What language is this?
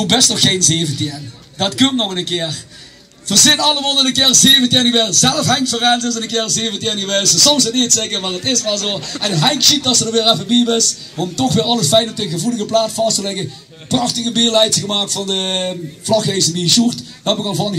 Limburgish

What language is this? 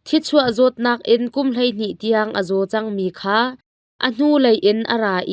Hakha Chin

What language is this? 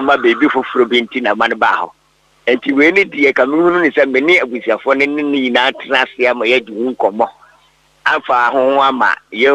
Akan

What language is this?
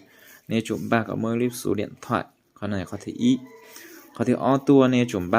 Hmong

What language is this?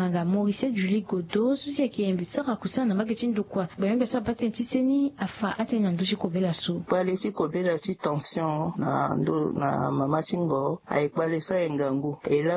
Sango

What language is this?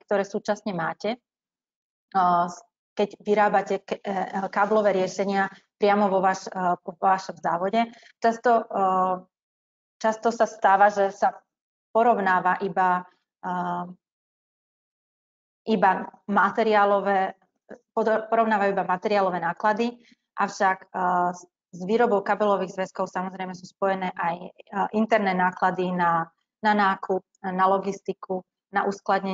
Slovak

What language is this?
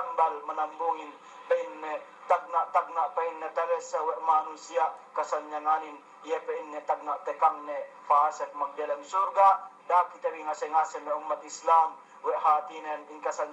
Yakan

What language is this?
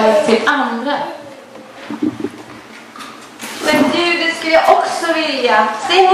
Swedish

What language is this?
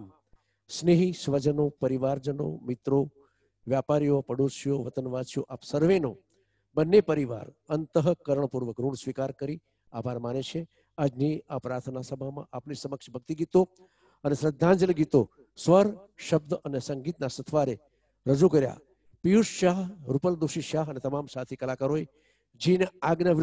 Gujarati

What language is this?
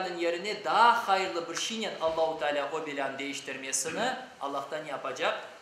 Crimean Tatar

